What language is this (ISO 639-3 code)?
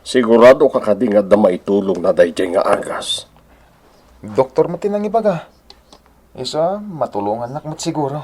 ilo